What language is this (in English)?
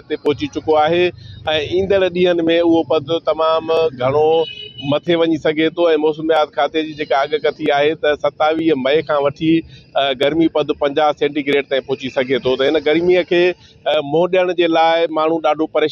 Sindhi